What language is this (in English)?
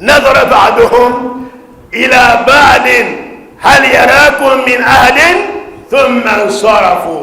Dagbani